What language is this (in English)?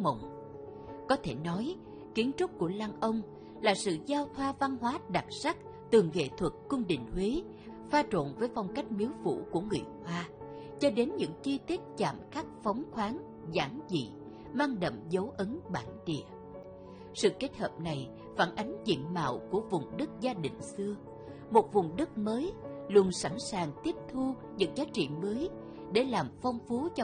Vietnamese